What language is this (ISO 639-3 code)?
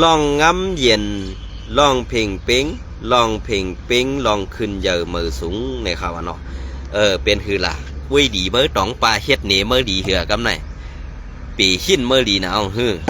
shn